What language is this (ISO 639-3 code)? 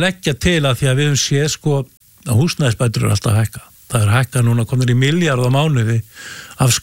isl